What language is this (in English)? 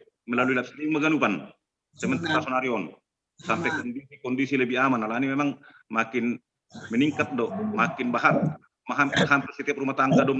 Batak Simalungun